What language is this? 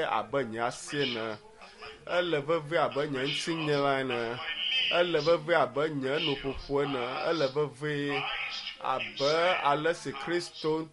Ewe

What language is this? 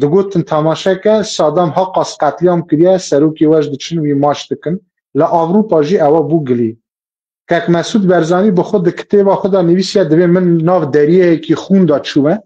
Kurdish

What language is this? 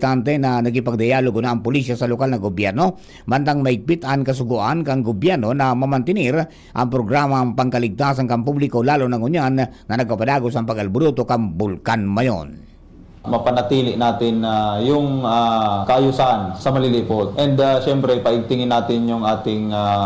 Bikol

